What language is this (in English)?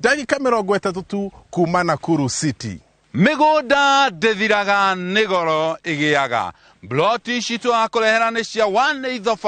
Kikuyu